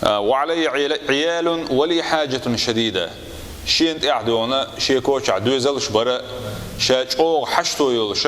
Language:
Chechen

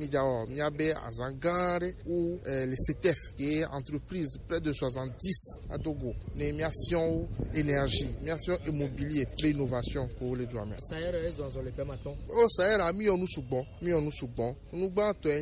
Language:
Gen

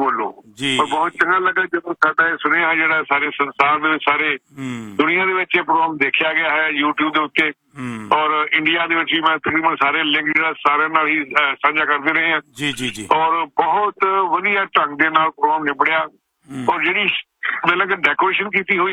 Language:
Punjabi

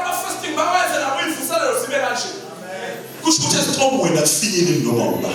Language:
Zulu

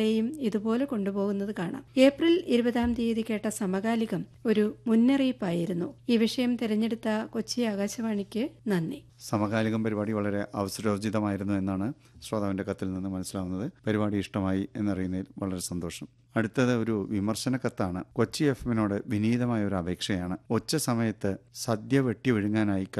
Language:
Malayalam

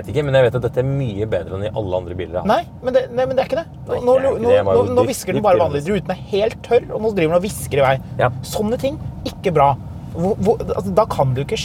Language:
Norwegian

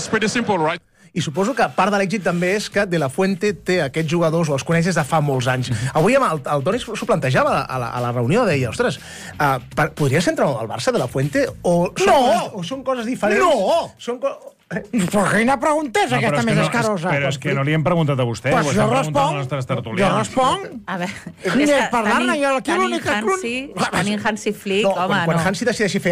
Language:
Catalan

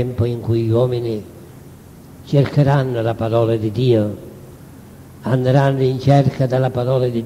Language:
Italian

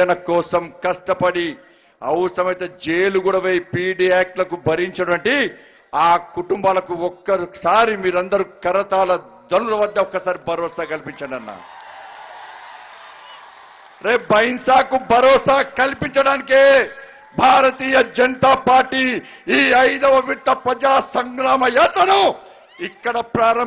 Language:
Telugu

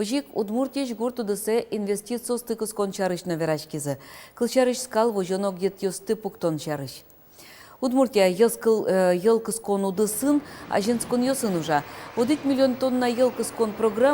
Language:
Udmurt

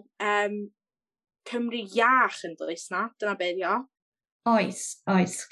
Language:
Welsh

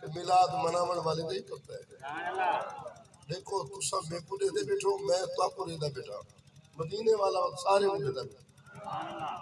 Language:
Saraiki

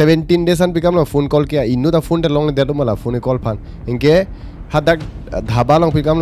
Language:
Karbi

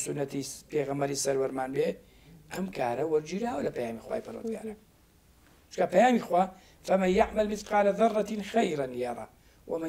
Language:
Central Kurdish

